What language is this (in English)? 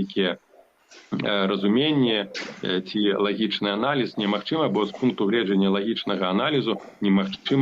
Belarusian